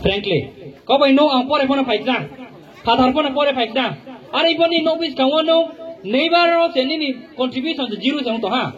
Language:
Riang (India)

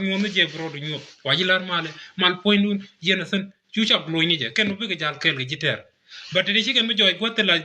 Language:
Nuer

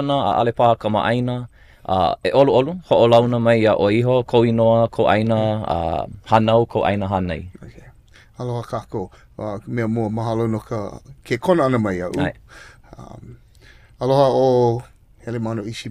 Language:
Hawaiian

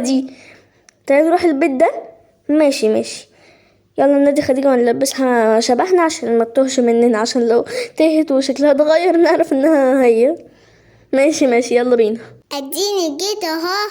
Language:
Egyptian Arabic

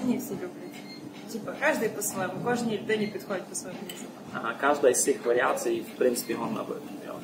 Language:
Rusyn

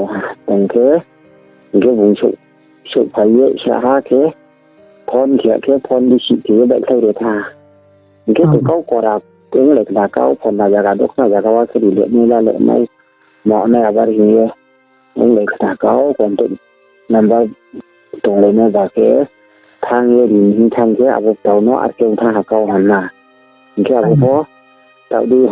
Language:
Riang (India)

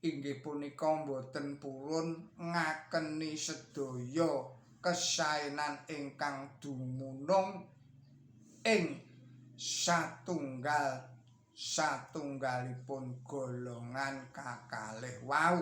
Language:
Javanese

